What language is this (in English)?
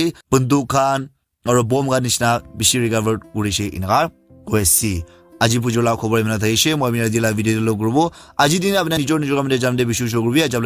Naga Pidgin